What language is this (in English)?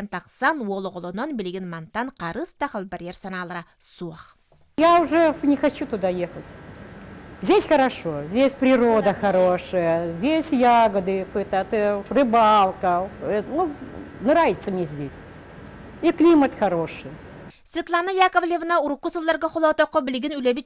Yakut